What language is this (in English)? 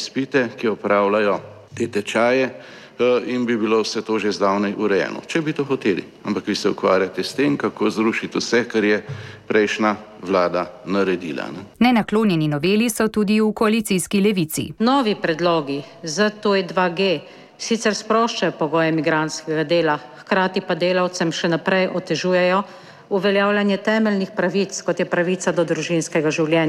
Slovenian